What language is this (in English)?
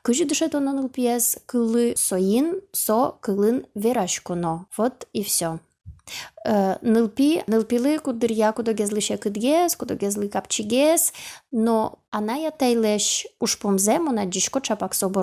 Udmurt